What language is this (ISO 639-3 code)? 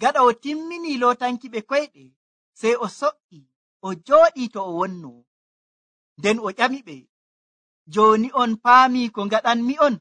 fuv